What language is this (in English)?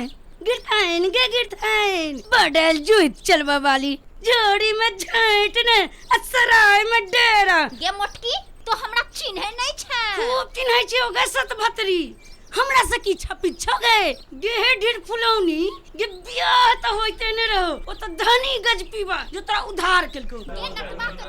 Maithili